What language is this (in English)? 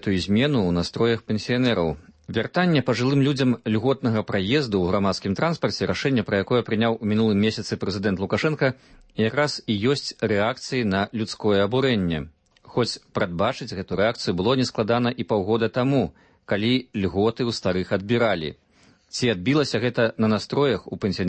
Belarusian